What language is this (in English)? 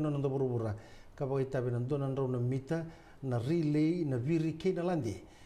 Fijian